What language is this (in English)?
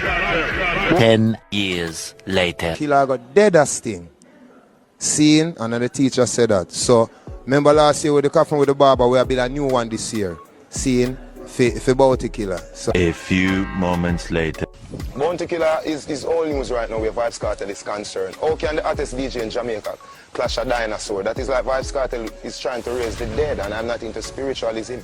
Jamaican Creole English